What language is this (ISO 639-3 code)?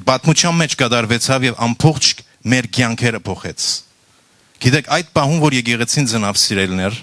hyw